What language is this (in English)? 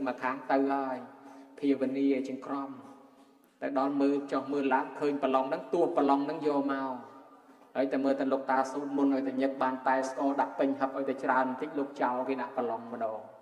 Khmer